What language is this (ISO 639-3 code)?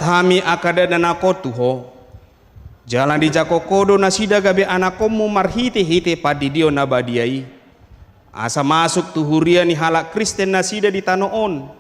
bbc